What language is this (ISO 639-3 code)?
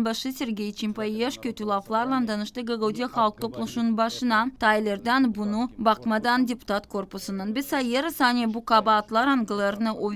gag